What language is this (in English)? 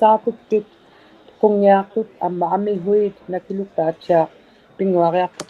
Inuktitut